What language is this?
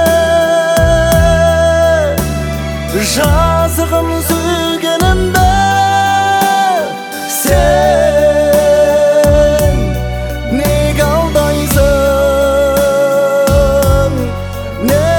Kazakh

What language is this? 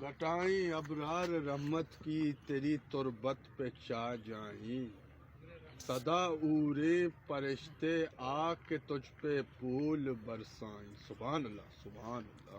Eastern Balochi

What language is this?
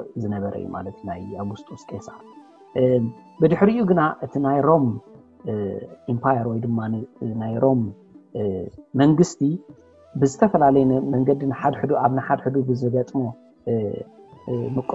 Tigrinya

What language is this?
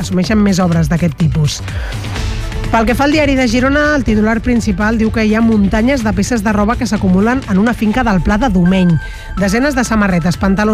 Catalan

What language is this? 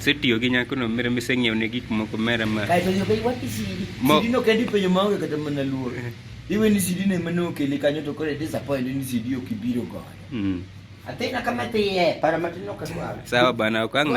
Luo (Kenya and Tanzania)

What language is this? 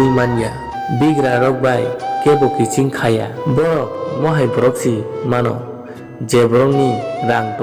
Kok Borok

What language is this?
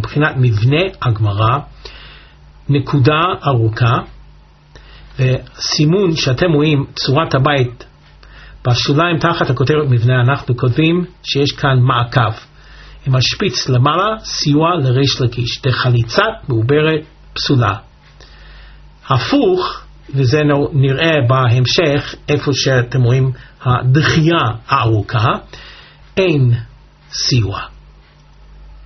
Hebrew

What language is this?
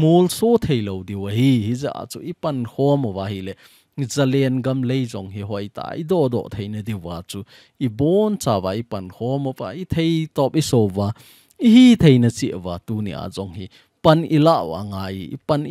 Thado Chin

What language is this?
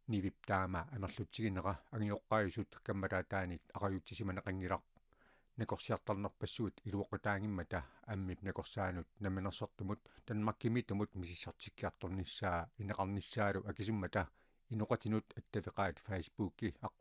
Kalaallisut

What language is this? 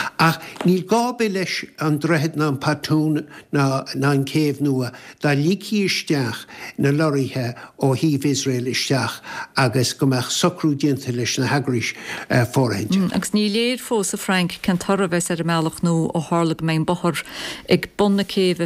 Irish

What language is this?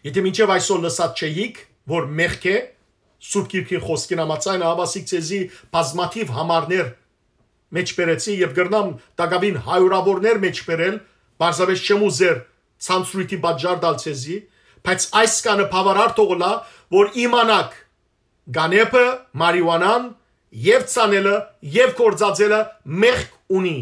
Western Armenian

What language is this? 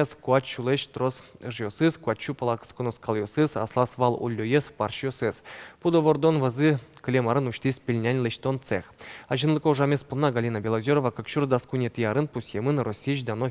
Udmurt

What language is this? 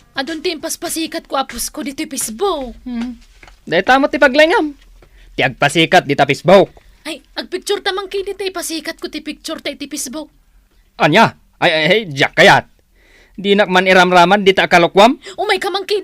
Iloko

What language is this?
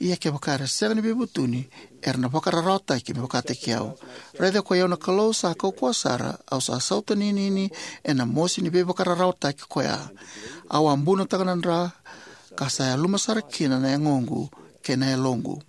Fijian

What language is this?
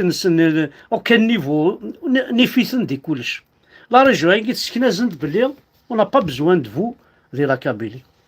Kabyle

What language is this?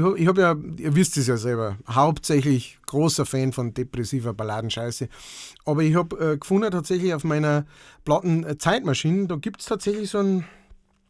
Bavarian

